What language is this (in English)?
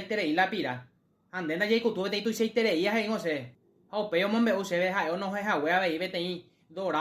Guarani